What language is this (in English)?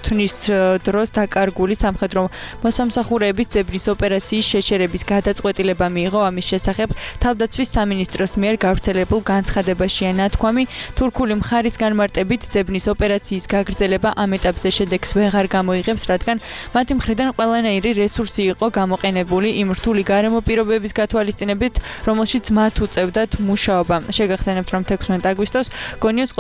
Georgian